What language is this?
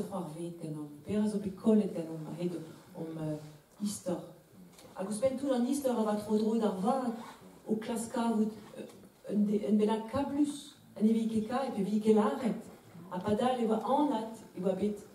Breton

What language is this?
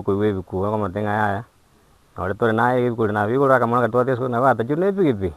Gusii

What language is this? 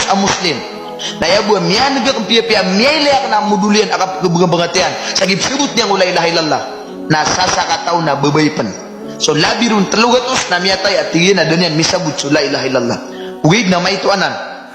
Maranao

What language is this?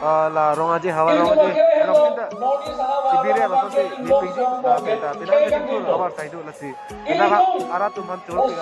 Karbi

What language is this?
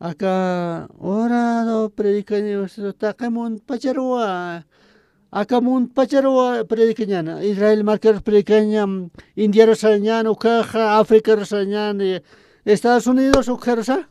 Aymara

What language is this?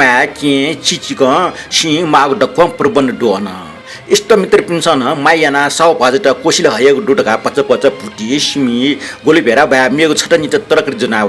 Newari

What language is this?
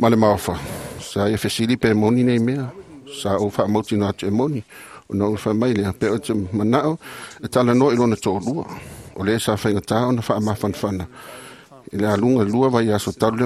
Samoan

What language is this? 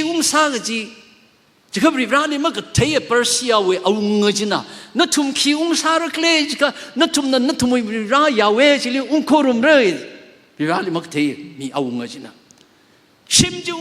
Tangkhul Naga (India)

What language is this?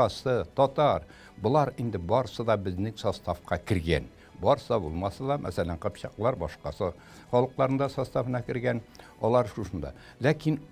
Tatar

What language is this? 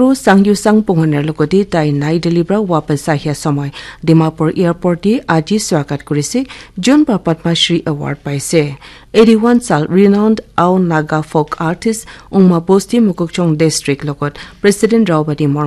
Naga Pidgin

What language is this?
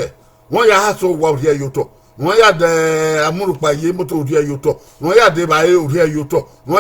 Bini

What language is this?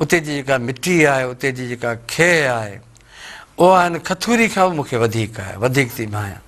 Sindhi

